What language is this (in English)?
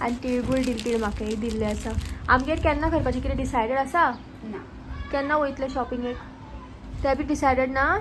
Konkani